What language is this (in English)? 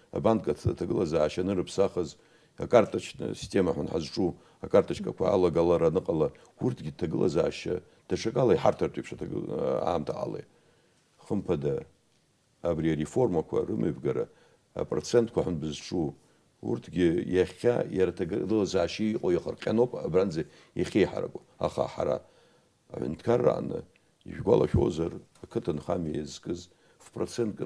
Abkhazian